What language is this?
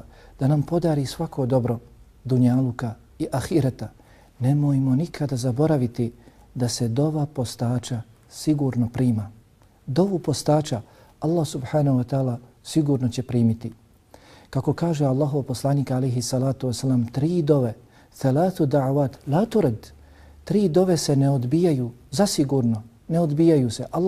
Bosnian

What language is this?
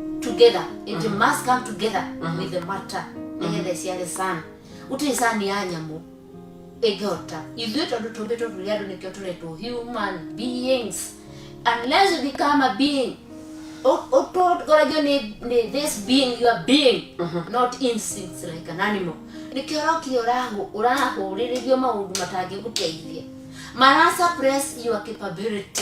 Kikuyu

